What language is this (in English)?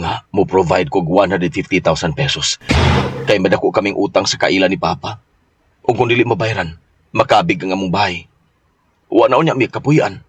Cebuano